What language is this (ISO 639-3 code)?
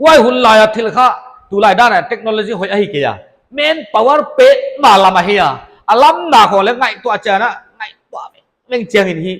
pck